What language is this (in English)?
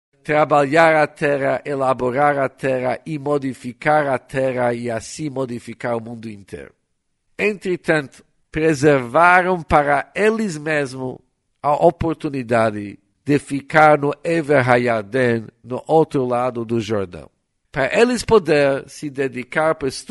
Portuguese